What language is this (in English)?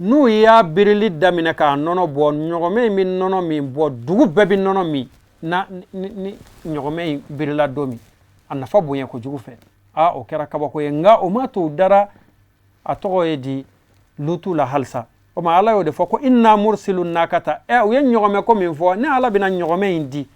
Bambara